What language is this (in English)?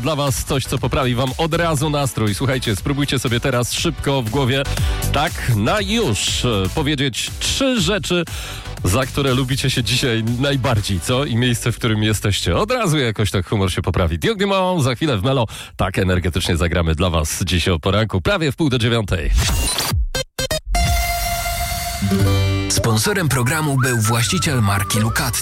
Polish